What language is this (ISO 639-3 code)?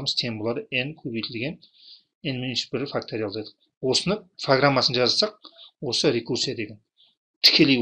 kaz